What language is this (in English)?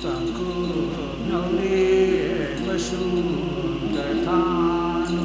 Tangkhul Naga (India)